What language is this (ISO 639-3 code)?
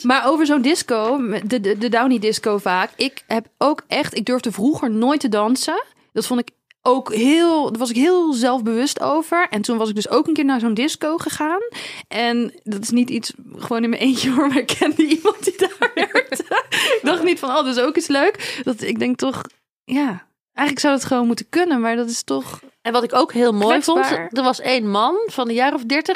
nld